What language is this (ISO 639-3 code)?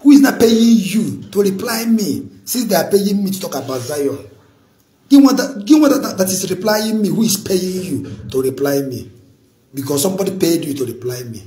ibo